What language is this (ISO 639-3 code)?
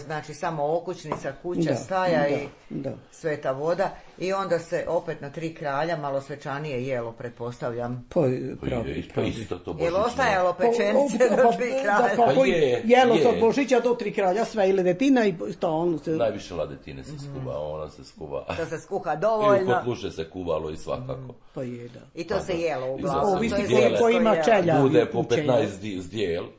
hrv